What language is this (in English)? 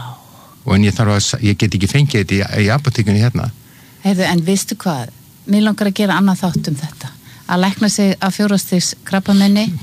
Icelandic